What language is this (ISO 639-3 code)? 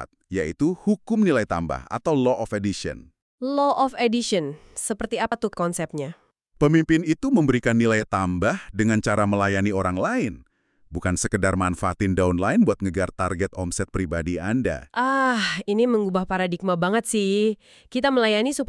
ind